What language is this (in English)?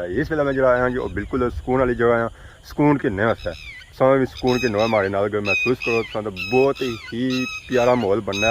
Pahari-Potwari